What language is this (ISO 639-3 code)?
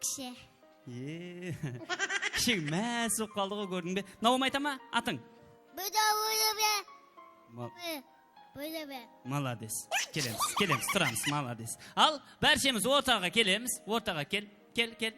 kaa